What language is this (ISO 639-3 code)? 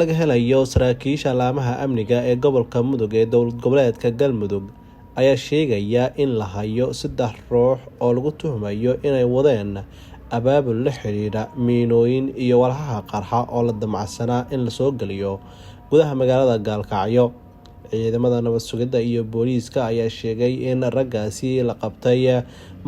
som